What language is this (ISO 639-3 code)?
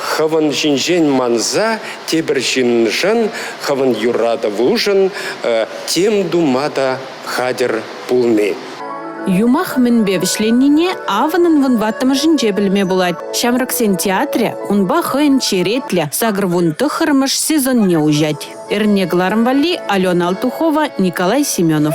chv